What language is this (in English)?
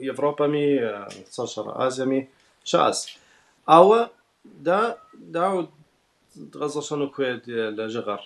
Kabardian